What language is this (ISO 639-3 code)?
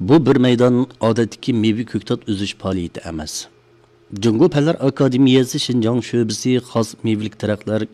uig